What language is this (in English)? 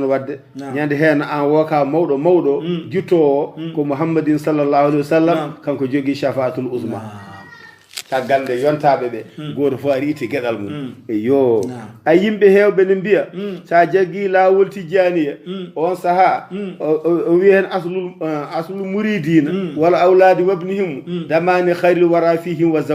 Fula